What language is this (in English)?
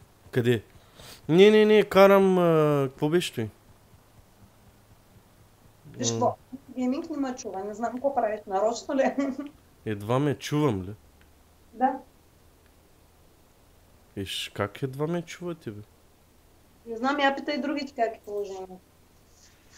Bulgarian